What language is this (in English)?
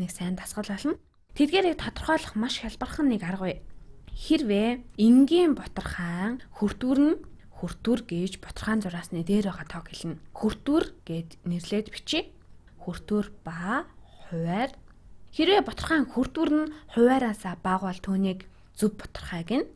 Mongolian